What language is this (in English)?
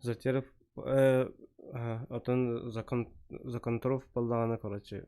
Yakut